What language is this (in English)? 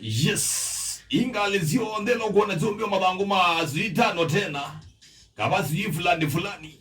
Kamba